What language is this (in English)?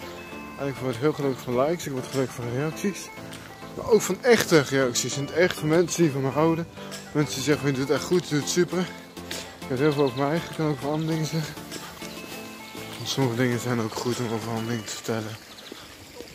Dutch